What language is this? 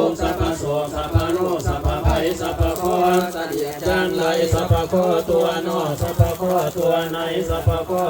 Pali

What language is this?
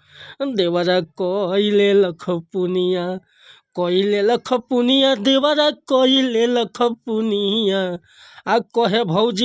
Bhojpuri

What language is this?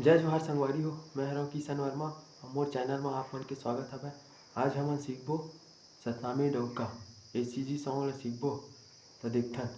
Chhattisgarhi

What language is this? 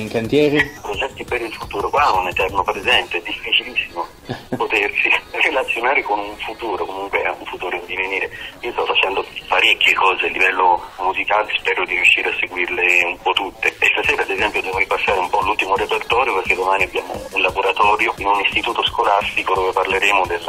Italian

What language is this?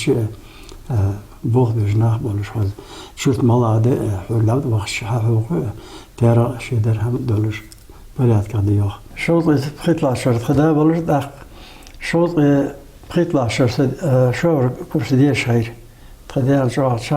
Ingush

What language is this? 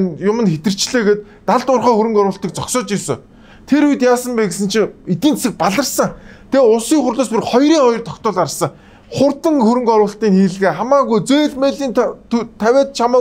Mongolian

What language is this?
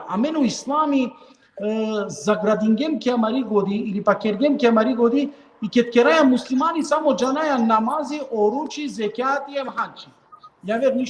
Balkan Romani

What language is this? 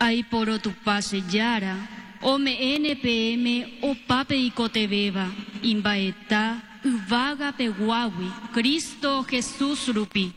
Guarani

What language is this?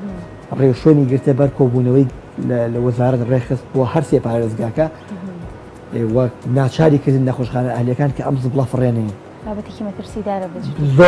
Central Kurdish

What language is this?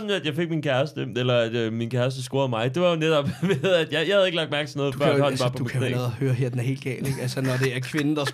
Danish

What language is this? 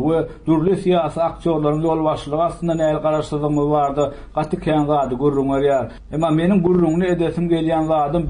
Turkmen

